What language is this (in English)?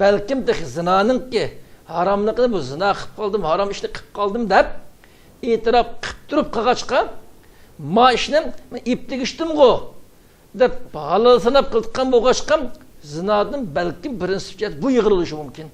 Uyghur